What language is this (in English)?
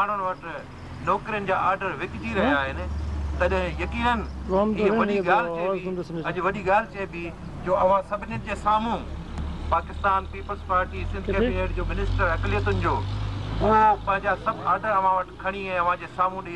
Sindhi